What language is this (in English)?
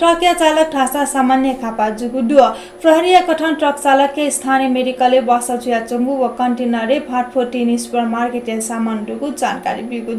Newari